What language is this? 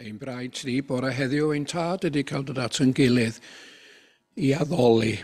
Welsh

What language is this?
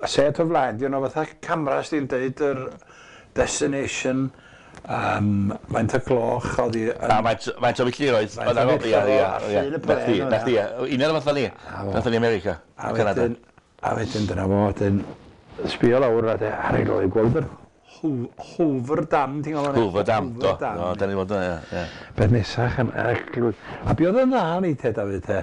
Welsh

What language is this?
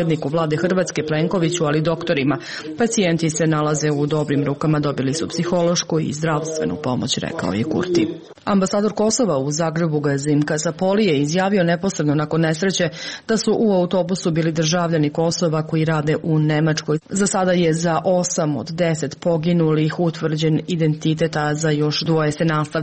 Serbian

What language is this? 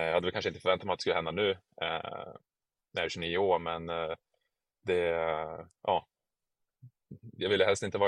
Swedish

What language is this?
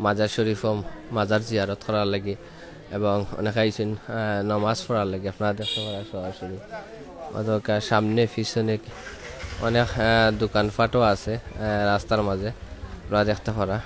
Sylheti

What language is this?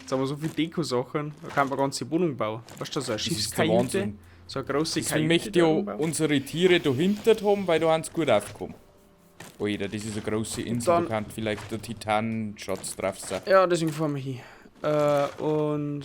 Bavarian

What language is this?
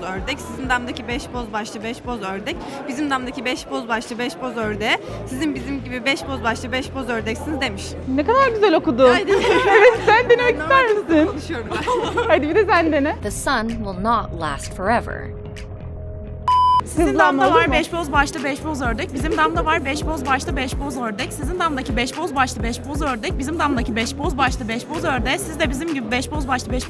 Turkish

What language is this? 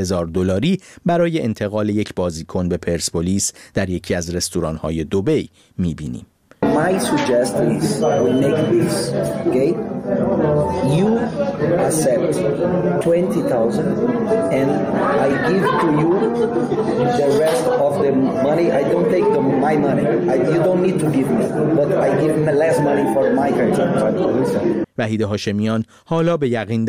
Persian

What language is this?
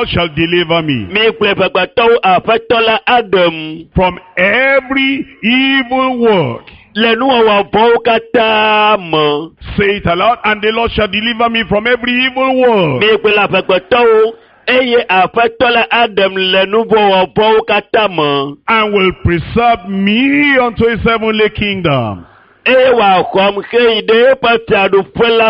Ewe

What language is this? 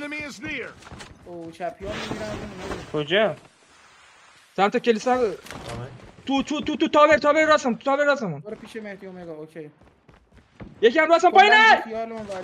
Persian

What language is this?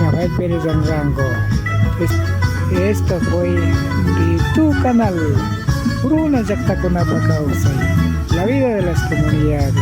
Imbabura Highland Quichua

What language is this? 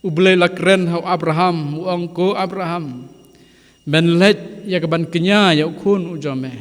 Khasi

